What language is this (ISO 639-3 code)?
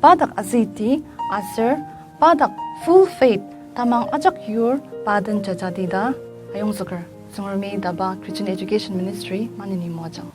njo